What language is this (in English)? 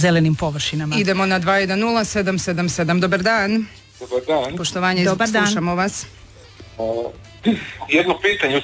Croatian